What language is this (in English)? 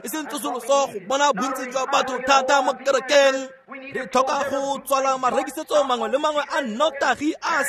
Tswana